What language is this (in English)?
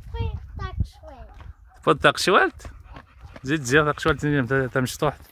Kabyle